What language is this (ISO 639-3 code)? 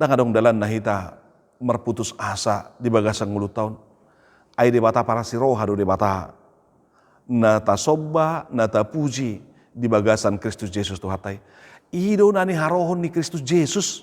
bbc